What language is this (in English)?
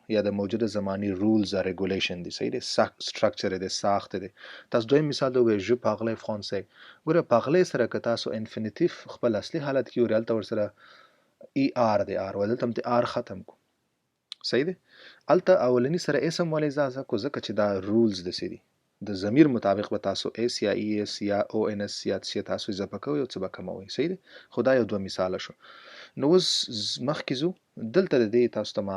Pashto